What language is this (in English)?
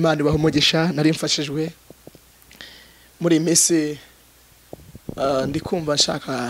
Kinyarwanda